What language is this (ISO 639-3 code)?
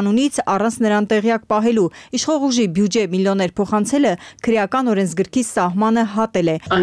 hye